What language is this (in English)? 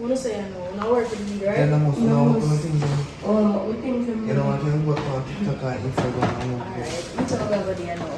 Jamaican Creole English